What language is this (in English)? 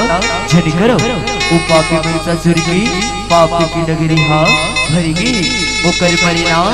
Chhattisgarhi